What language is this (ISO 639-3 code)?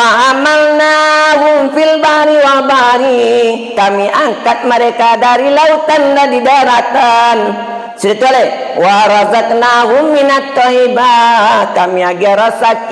min